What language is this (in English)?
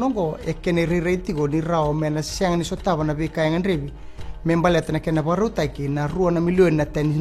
Fijian